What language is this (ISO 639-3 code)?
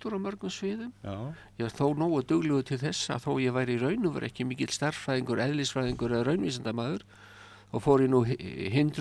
isl